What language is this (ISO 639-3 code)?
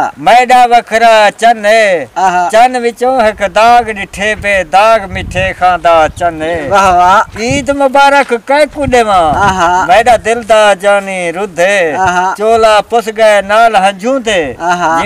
skr